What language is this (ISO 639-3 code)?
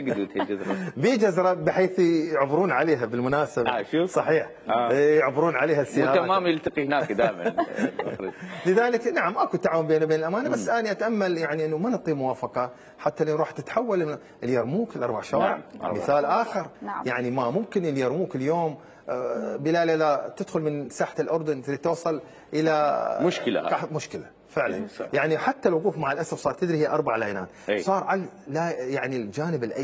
acm